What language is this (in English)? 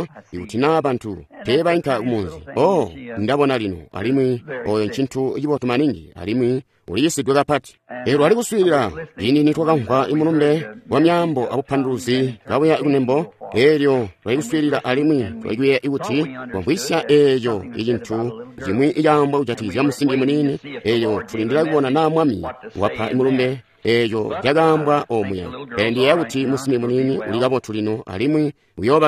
Tonga (Zambia)